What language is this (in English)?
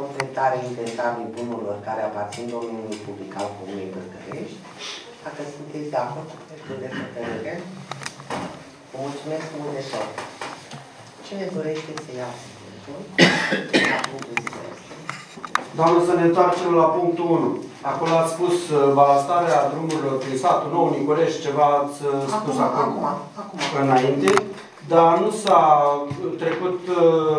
Romanian